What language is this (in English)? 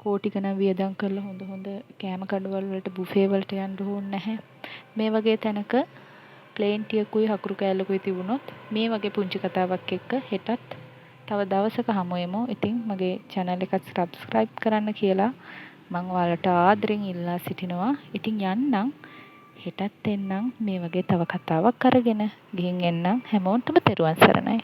Sinhala